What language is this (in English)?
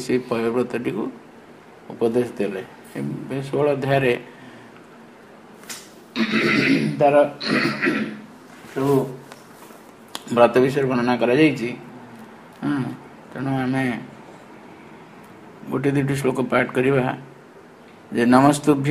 Odia